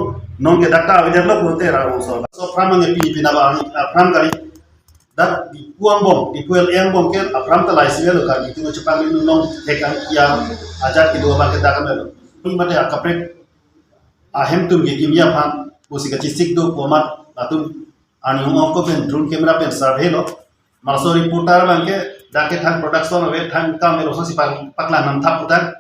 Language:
Karbi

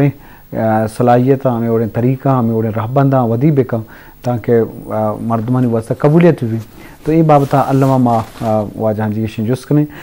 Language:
Eastern Balochi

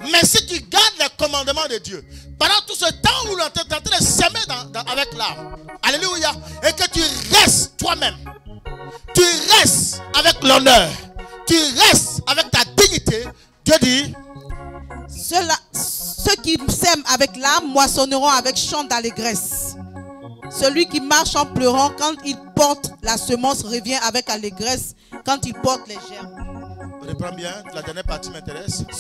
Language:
French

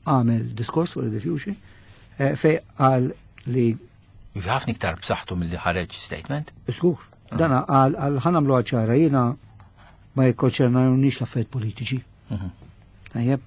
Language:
Maltese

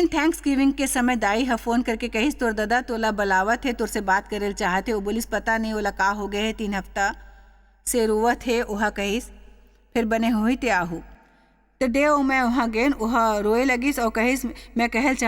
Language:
Chhattisgarhi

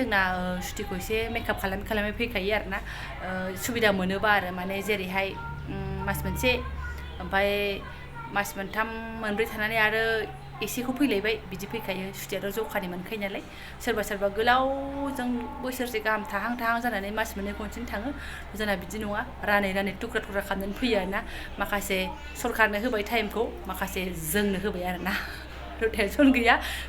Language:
Bodo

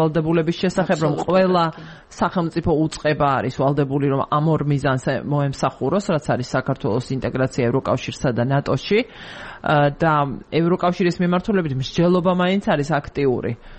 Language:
Georgian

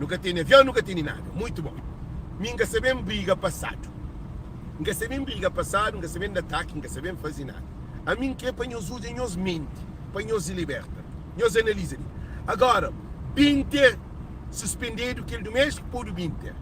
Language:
Kabuverdianu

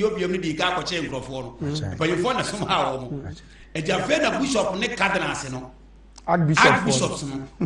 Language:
Akan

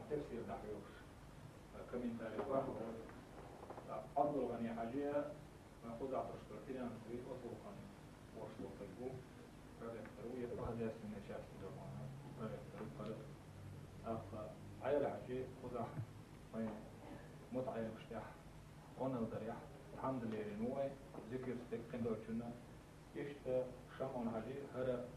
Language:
Chechen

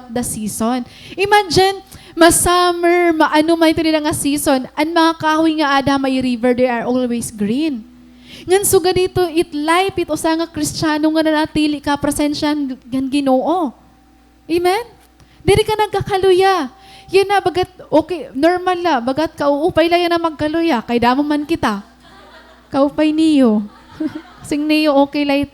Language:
Waray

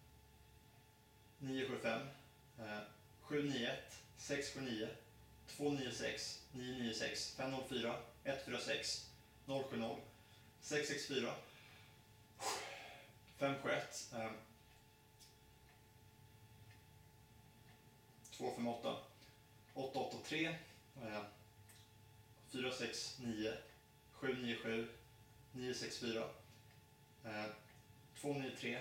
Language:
Swedish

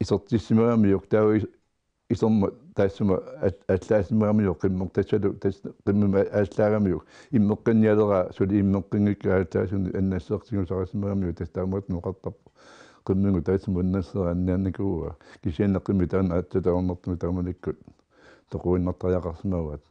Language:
Kalaallisut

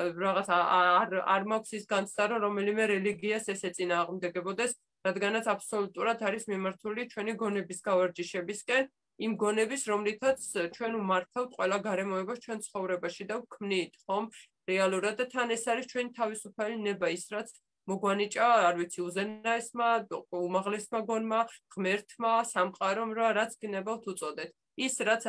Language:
Georgian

